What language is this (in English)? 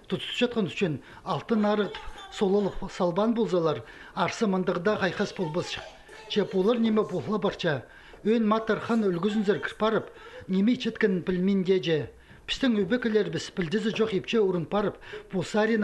Khakas